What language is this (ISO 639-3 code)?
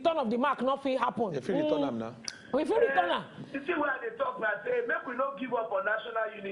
pcm